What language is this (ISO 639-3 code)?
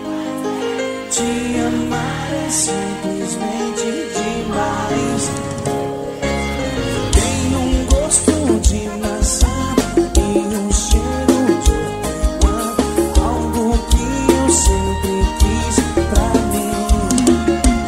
por